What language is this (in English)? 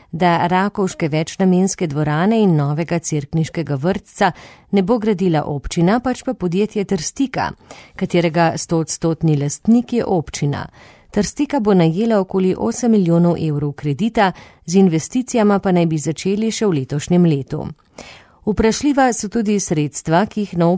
Slovenian